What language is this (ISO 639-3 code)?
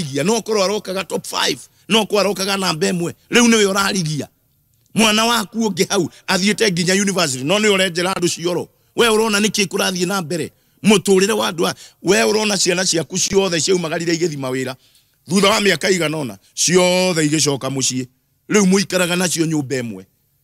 kik